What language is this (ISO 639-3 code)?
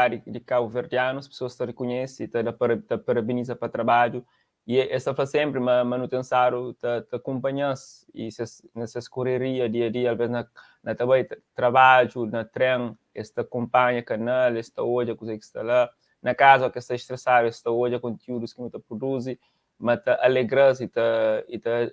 kea